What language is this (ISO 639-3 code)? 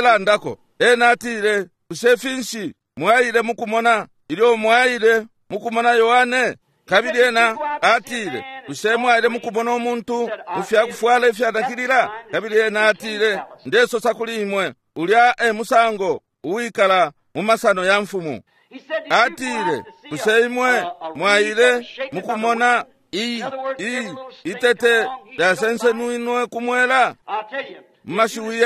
bem